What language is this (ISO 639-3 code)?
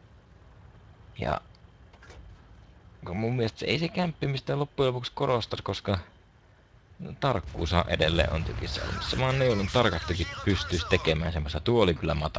fin